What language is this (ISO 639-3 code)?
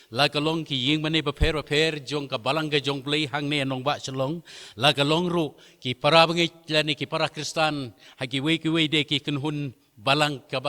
kha